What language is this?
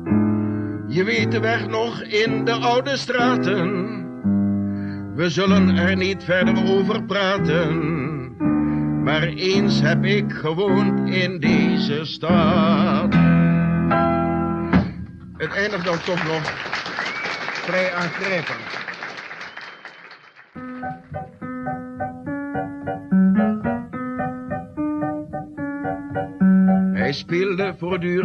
Dutch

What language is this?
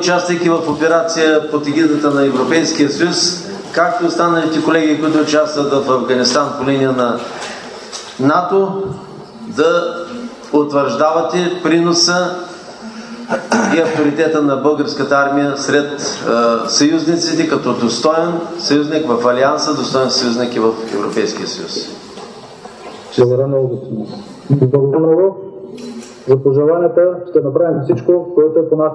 Bulgarian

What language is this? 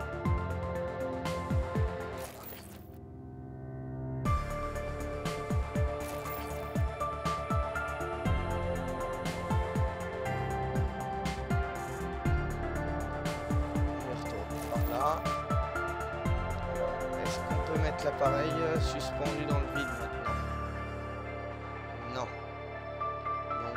French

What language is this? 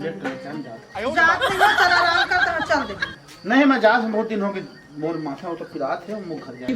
Chhattisgarhi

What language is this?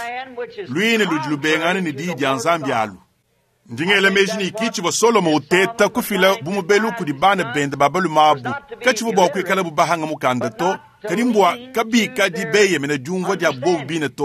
Luba-Lulua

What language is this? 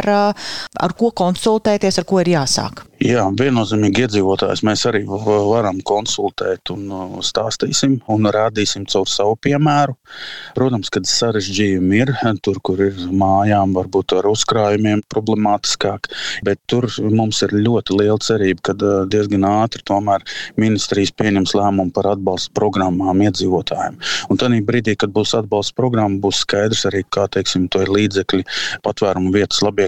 Latvian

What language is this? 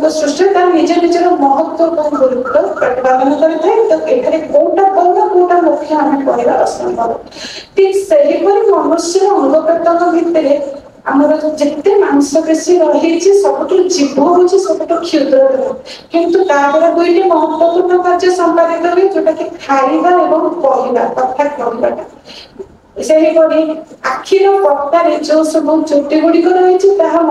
Odia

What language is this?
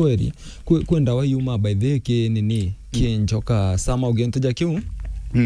Meru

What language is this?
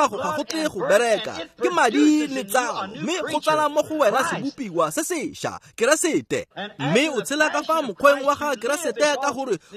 Tswana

